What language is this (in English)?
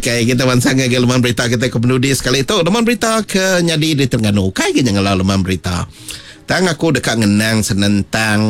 Iban